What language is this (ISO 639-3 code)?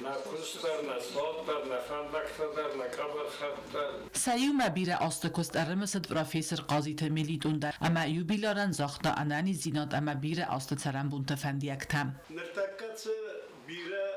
oss